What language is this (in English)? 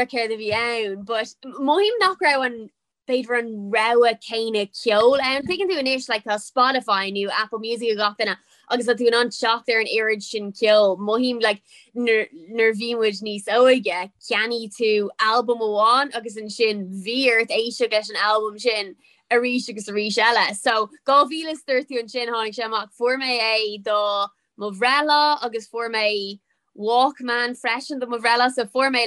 Irish